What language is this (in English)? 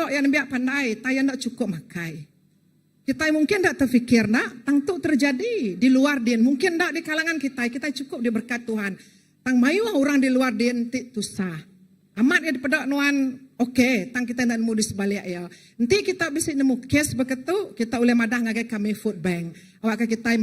Iban